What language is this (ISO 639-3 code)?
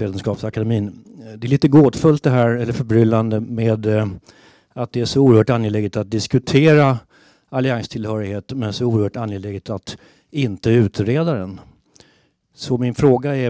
swe